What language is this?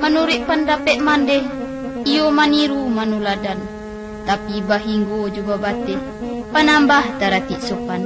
Minangkabau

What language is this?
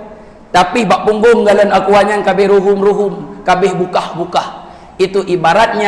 Achinese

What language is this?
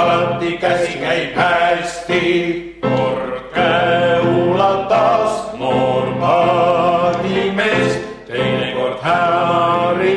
Estonian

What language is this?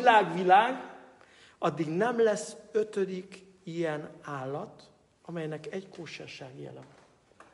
Hungarian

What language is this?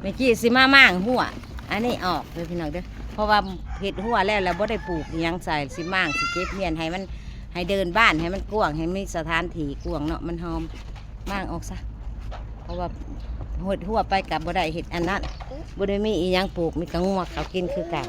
Northeastern Thai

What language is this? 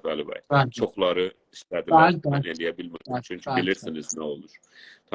South Azerbaijani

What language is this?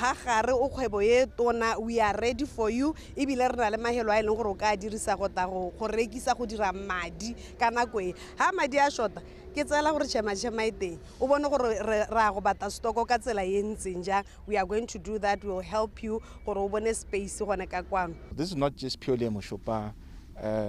Tswana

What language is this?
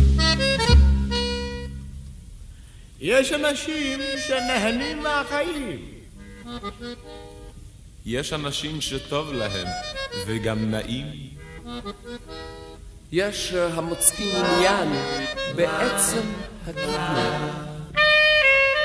Hebrew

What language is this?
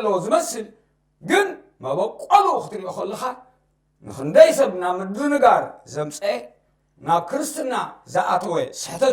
Tigrinya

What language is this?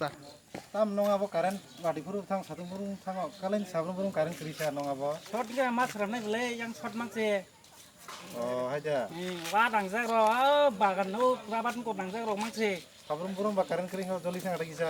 Kok Borok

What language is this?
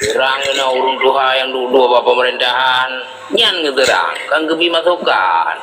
Achinese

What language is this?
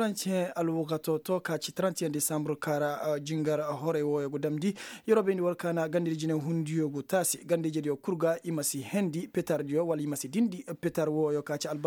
Koyraboro Senni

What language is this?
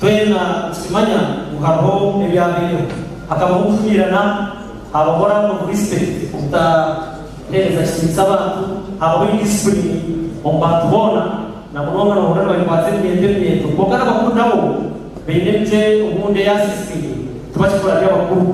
Nyankole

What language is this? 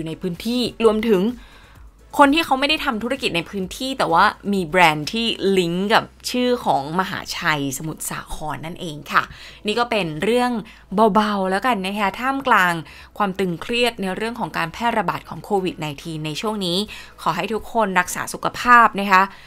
Thai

